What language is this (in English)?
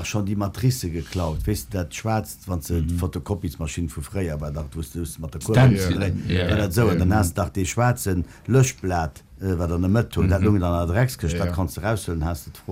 Luxembourgish